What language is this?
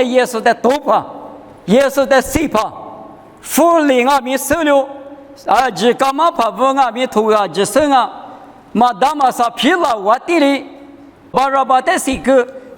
Lisu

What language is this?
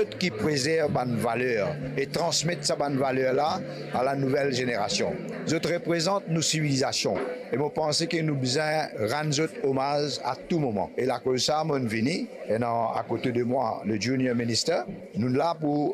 Morisyen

